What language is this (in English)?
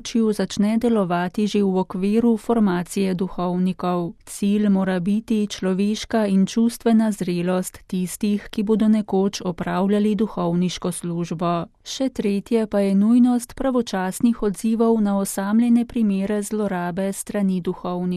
Slovenian